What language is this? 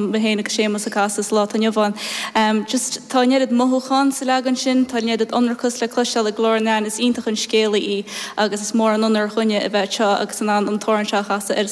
Irish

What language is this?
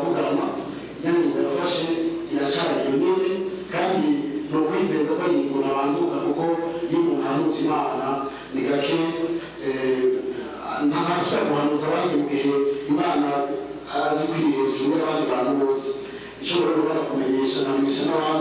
Rundi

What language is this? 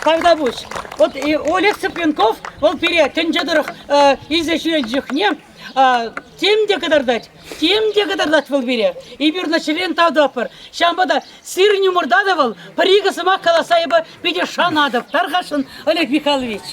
Chuvash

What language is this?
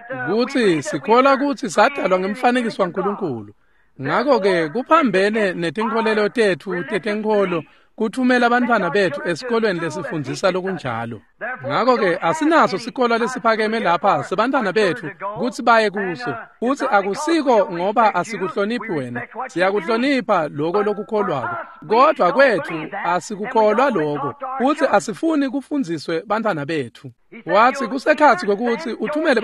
Swati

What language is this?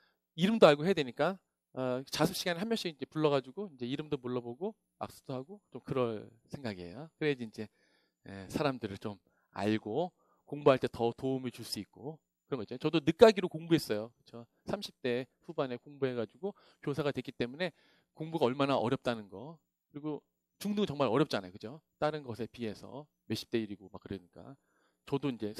Korean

